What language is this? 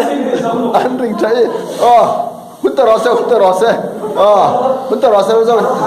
Hmar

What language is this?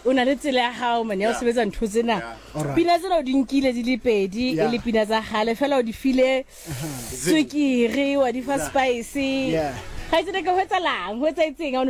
Southern Sotho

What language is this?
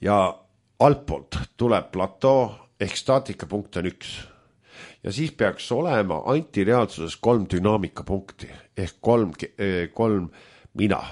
Estonian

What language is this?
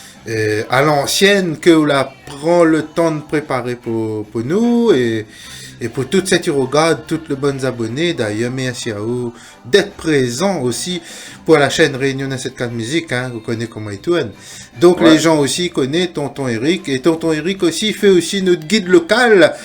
Réunion Creole French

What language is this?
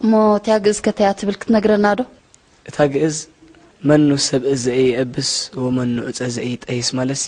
Tigrinya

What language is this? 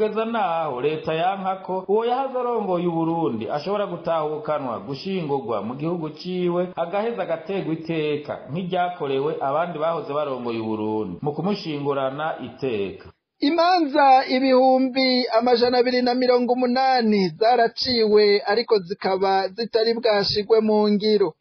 Rundi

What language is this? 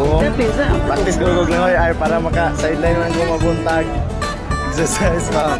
Cebuano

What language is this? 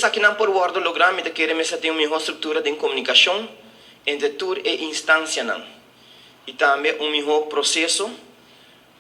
Papiamento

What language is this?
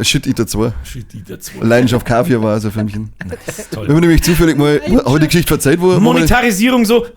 Bavarian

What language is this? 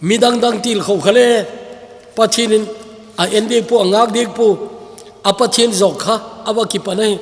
Thado Chin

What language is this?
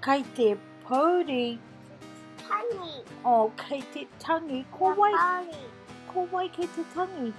Māori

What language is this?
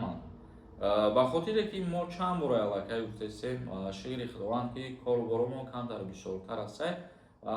Tajik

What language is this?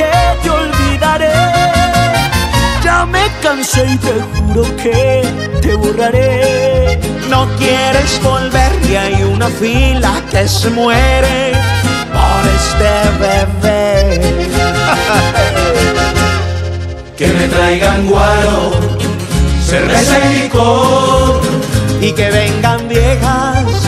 Spanish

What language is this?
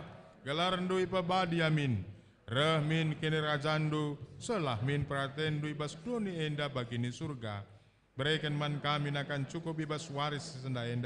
Batak Karo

